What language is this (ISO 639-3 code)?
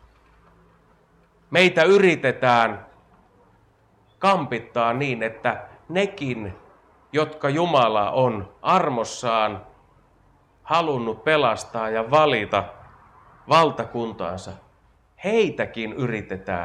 fin